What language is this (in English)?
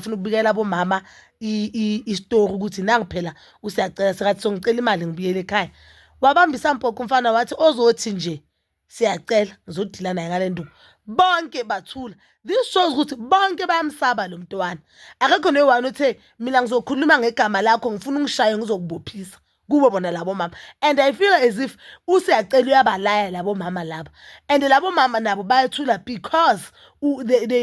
Zulu